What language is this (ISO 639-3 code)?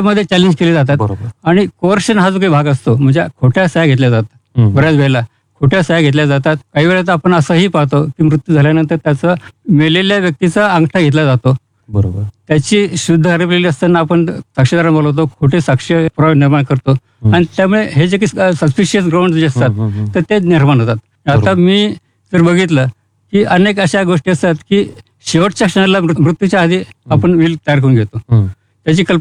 mar